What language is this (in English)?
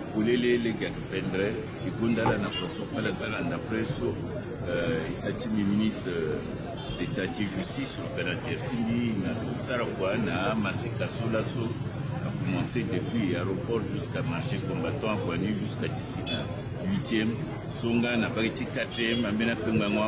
Sango